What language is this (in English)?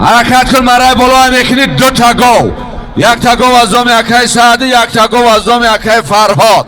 Tajik